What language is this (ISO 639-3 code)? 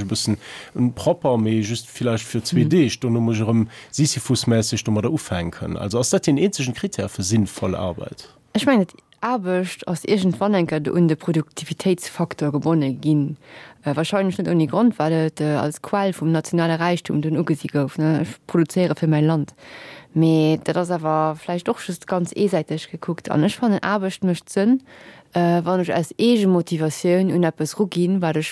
ltz